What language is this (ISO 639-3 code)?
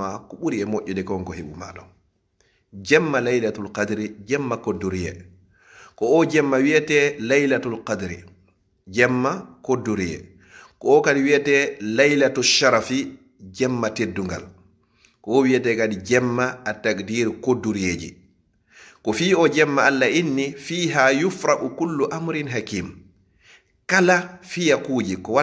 ful